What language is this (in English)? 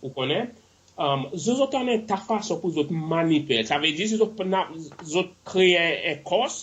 Seselwa Creole French